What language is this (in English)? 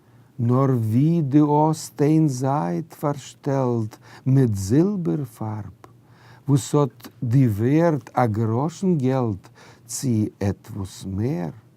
Yiddish